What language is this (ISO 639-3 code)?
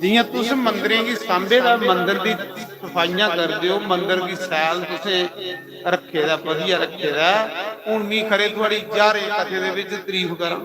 doi